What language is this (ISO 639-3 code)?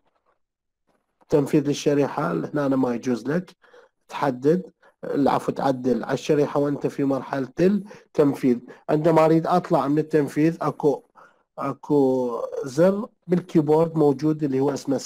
acm